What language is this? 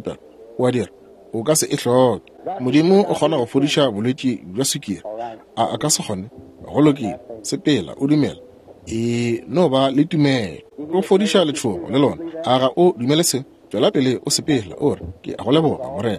Northern Sotho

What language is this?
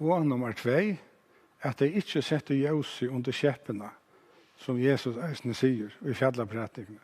Faroese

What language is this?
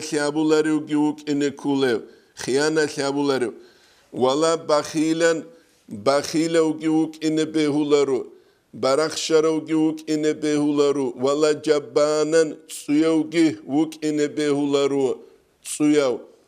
Avaric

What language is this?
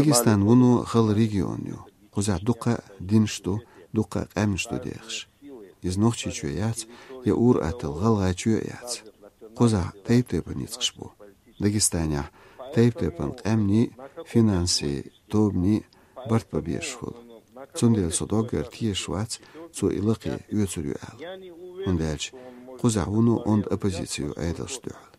Chechen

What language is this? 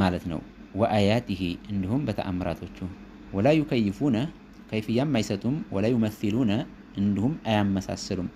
Amharic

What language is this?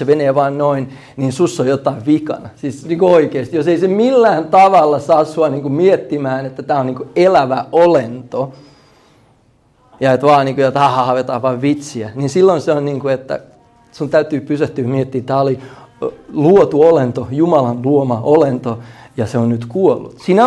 Finnish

